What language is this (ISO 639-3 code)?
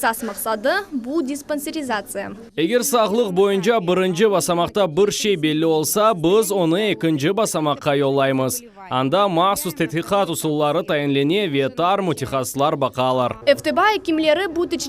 crh